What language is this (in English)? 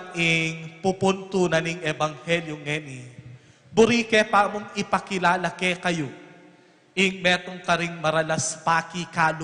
Pampanga